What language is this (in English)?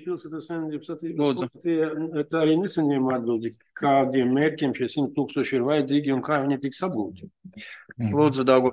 Latvian